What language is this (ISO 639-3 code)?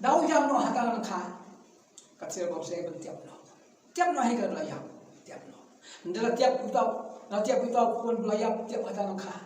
kha